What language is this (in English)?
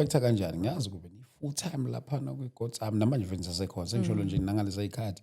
Zulu